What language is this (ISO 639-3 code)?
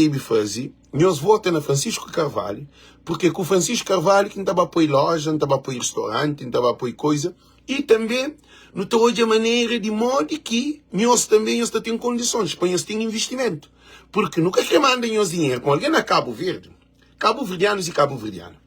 kea